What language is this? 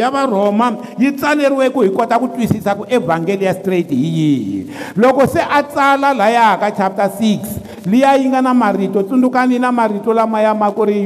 Tsonga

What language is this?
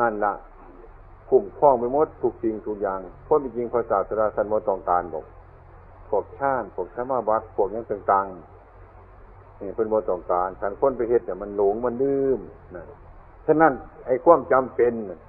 Northeastern Thai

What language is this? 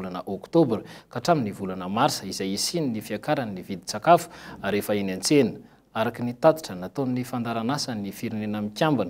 Malagasy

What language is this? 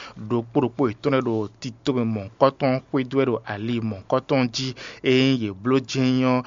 Fon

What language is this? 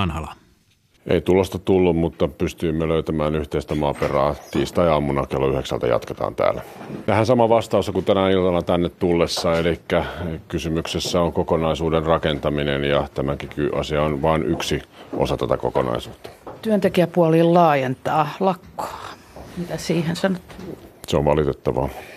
Finnish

